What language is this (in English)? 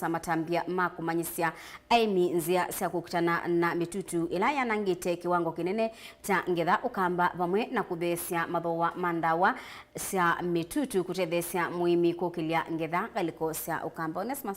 Kamba